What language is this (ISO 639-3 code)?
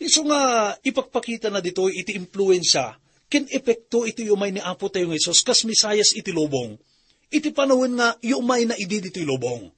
ilo